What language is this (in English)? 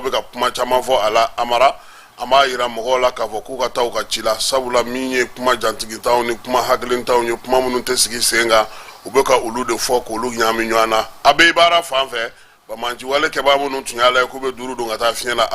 Bambara